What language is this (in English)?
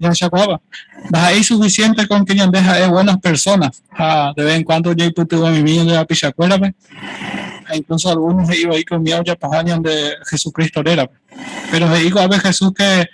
Guarani